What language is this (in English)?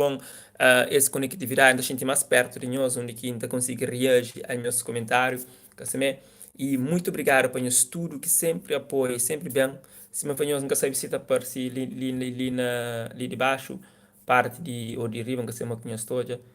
Kabuverdianu